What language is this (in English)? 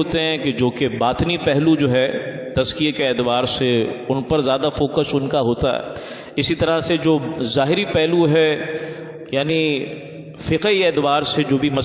Urdu